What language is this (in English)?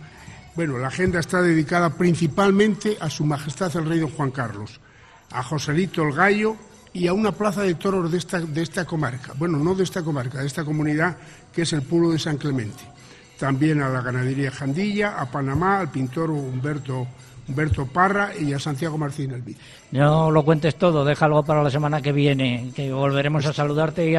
Spanish